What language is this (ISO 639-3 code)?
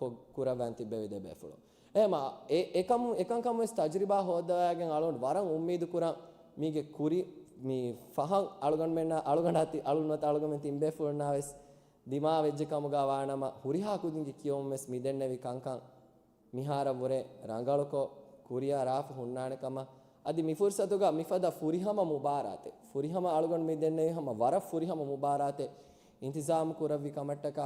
div